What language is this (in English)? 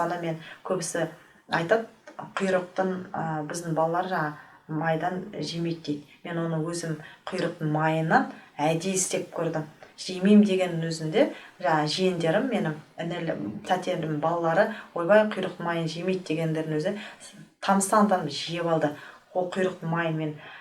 Kazakh